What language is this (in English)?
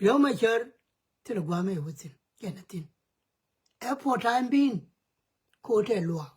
Nuer